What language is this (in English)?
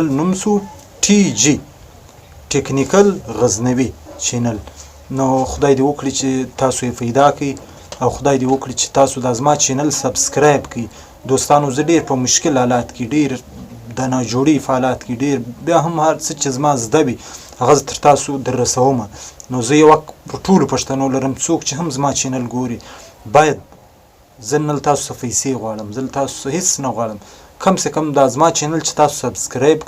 Pashto